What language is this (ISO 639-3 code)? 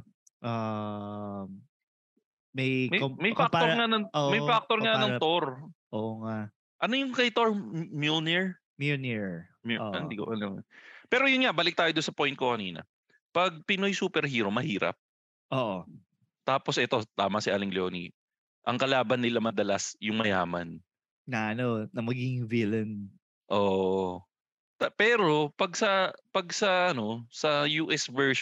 fil